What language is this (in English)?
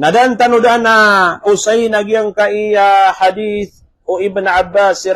Maranao